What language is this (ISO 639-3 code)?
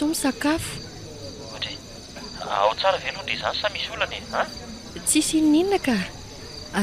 mlg